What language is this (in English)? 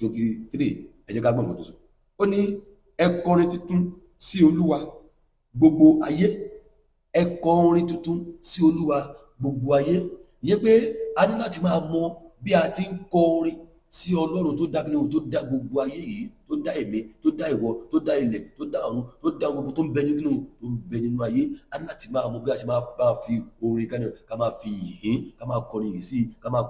Yoruba